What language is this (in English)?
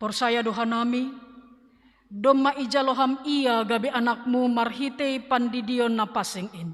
Batak Simalungun